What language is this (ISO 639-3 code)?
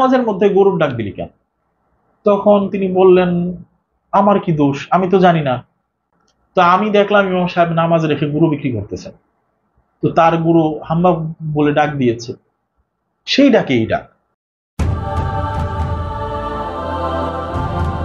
ben